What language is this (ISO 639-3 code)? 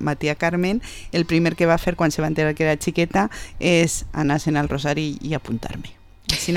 cat